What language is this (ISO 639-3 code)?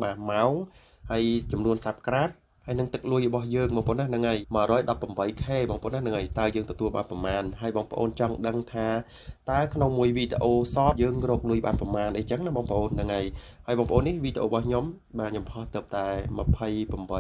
khm